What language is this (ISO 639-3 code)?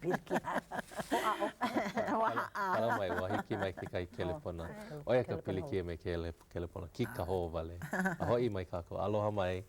haw